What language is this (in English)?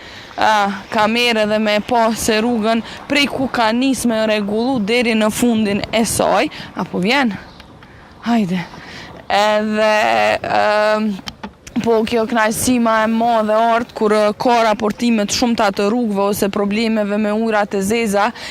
Albanian